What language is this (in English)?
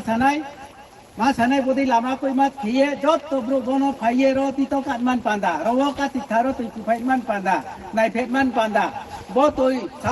Riang (India)